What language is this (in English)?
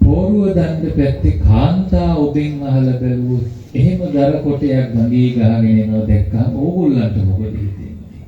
Sinhala